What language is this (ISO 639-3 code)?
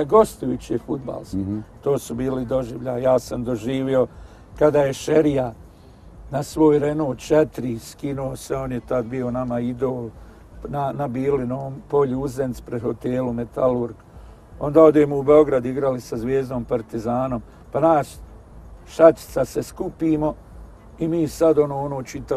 bos